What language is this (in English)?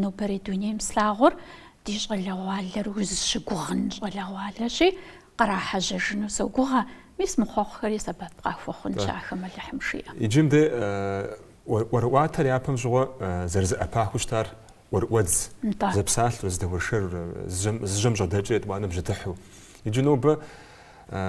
Kabardian